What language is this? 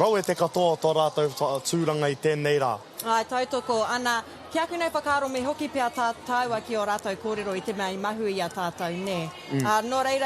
Māori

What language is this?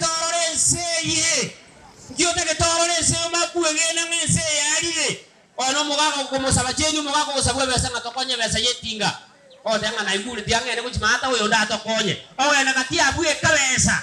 Gusii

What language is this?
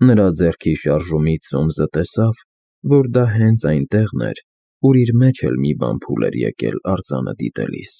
Armenian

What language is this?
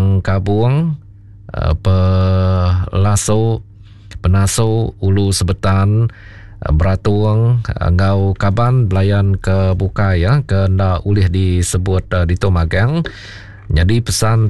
Iban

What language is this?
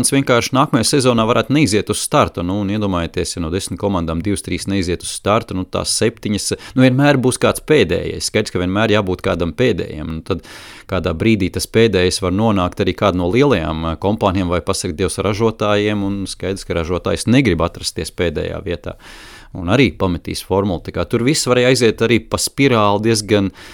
Latvian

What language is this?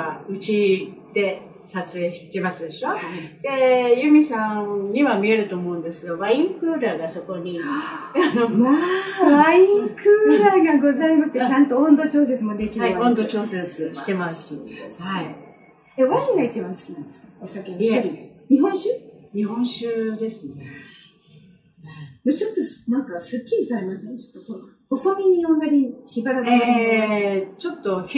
Japanese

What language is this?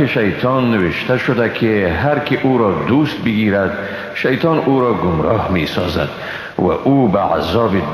Persian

